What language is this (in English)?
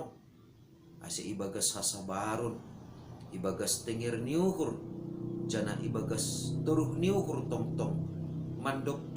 Batak Simalungun